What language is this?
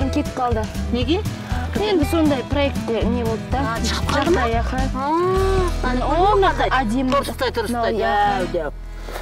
Kazakh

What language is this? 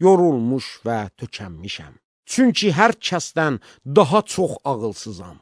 Azerbaijani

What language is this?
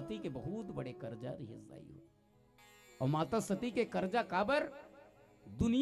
Chhattisgarhi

